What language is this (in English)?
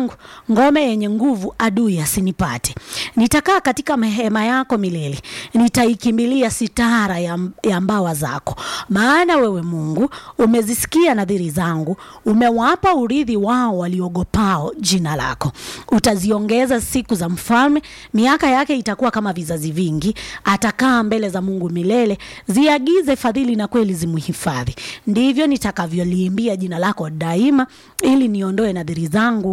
Swahili